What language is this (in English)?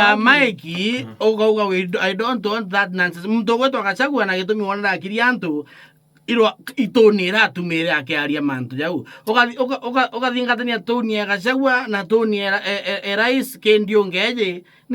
Meru